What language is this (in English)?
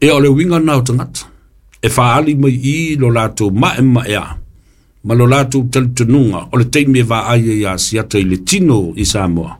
Samoan